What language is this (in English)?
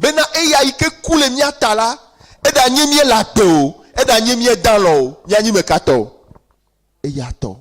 Ewe